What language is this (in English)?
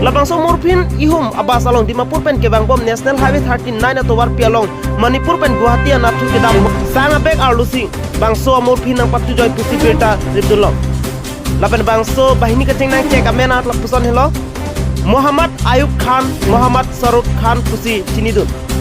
Karbi